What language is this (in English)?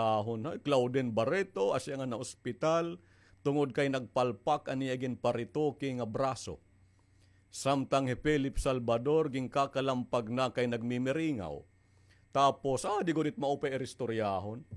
Waray